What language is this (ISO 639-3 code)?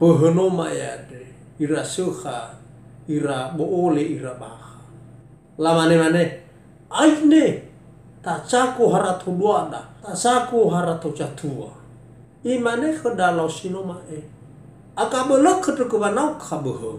nia